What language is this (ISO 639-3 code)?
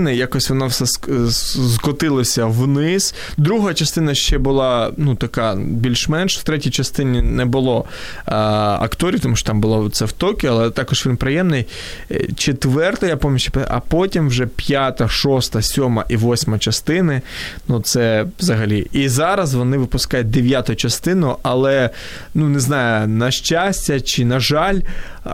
ukr